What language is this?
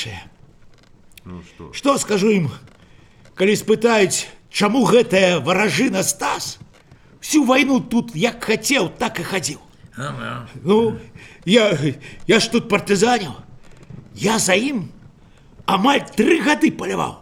Belarusian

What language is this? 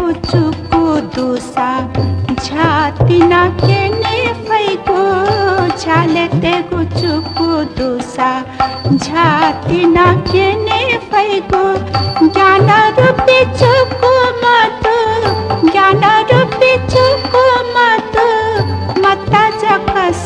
Newari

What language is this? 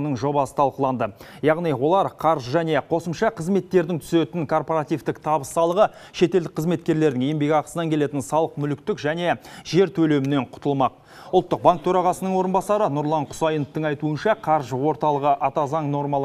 Kazakh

